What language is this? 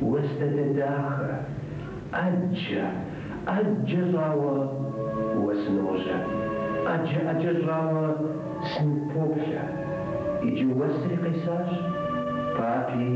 Kabardian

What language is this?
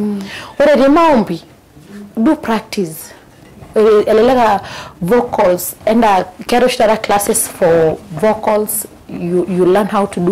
Masai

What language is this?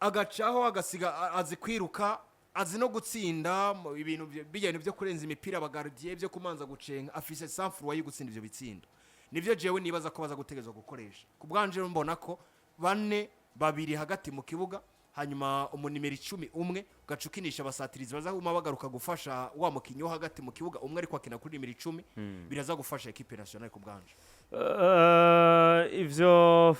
Rundi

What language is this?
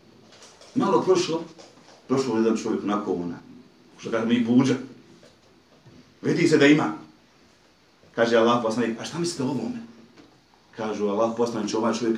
Bosnian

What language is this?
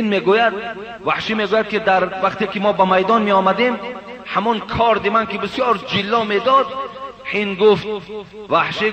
Persian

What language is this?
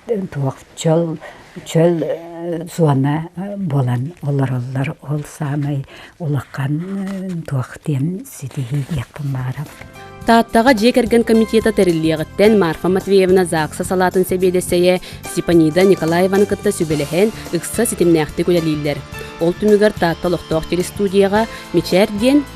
Yakut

